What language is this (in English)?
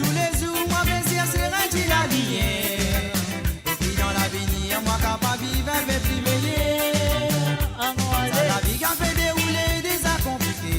Morisyen